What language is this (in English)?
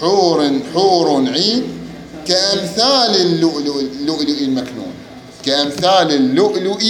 Mesopotamian Arabic